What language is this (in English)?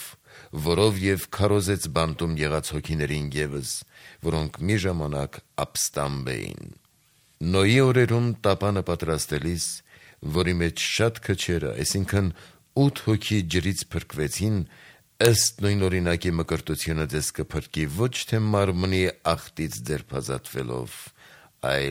Armenian